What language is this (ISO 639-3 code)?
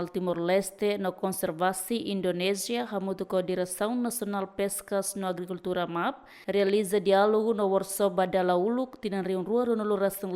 tet